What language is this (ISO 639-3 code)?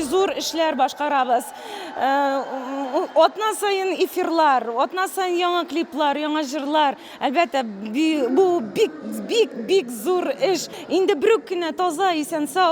tat